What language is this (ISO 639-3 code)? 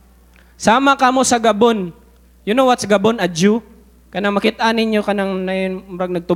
ceb